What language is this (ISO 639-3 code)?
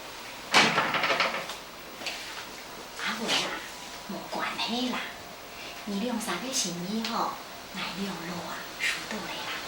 hak